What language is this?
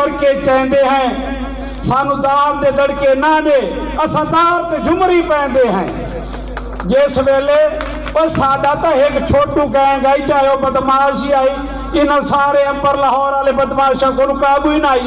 Saraiki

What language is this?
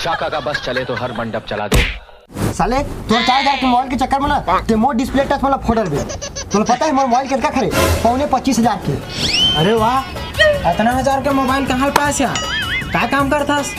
Chhattisgarhi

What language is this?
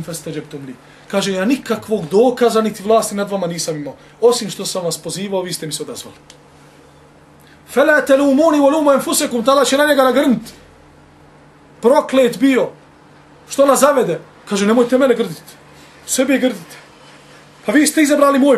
Bosnian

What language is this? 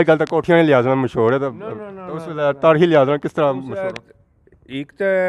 Pahari-Potwari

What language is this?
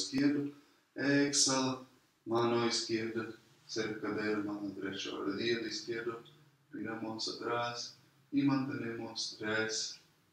Spanish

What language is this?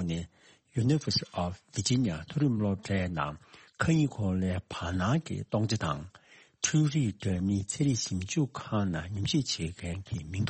Tibetan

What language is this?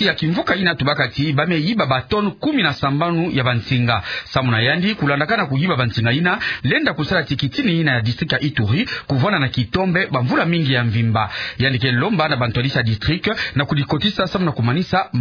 Kituba (Democratic Republic of Congo)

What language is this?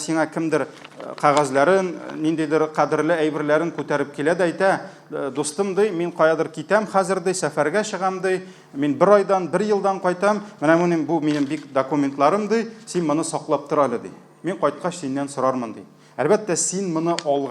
Tatar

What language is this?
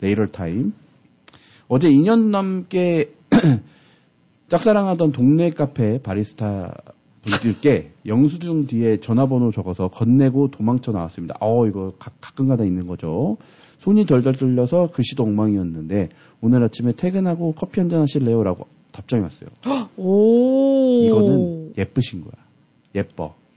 Korean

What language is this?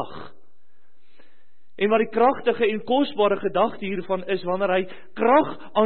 Afrikaans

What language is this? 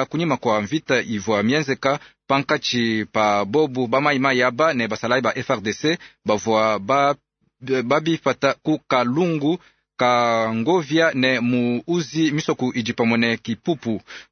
Luba-Lulua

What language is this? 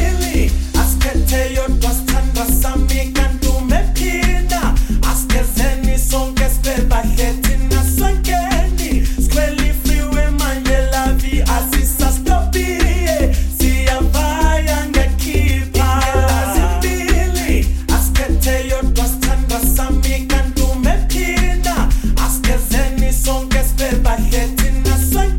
Zulu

